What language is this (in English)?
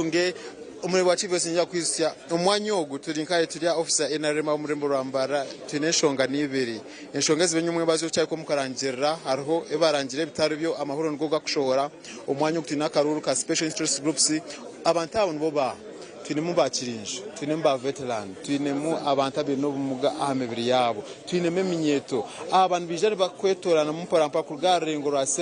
Nyankole